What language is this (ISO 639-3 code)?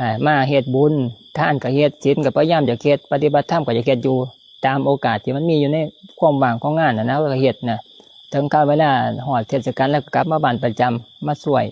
lao